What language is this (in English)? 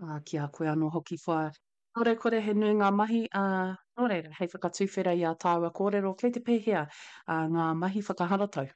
Māori